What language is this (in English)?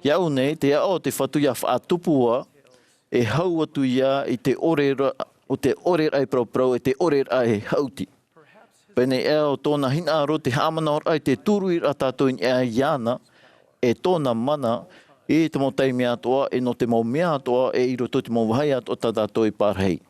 Tahitian